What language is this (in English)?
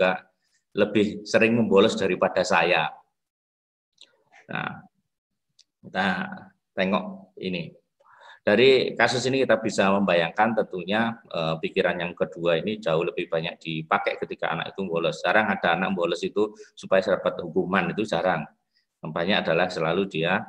Indonesian